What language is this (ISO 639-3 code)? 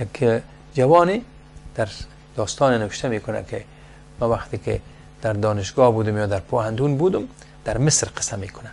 fas